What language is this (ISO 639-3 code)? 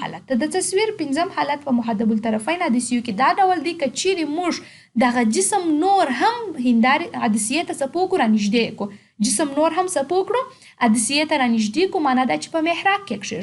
pus